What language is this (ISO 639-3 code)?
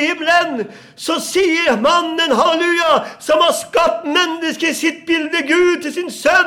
nor